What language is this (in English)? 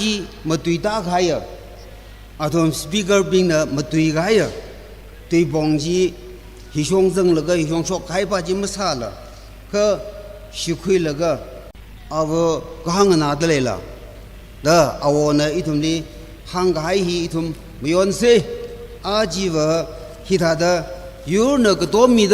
Tangkhul Naga (India)